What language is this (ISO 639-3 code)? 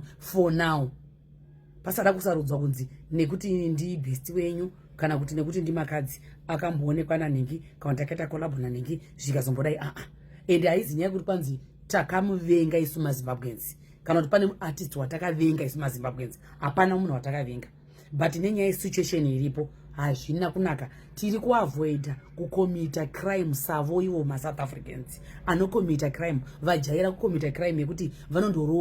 sna